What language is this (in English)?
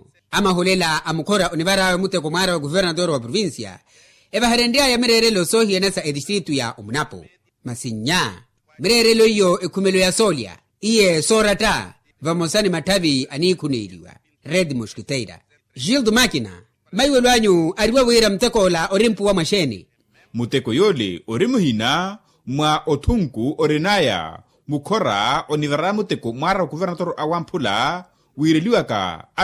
Makhuwa